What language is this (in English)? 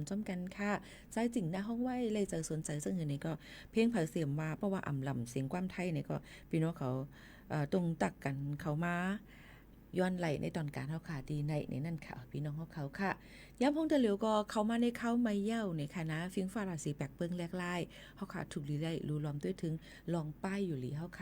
Shan